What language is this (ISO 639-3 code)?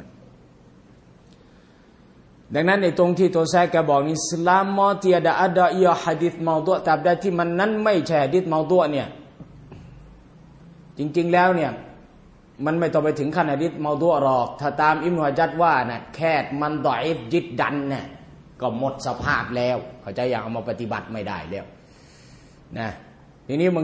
tha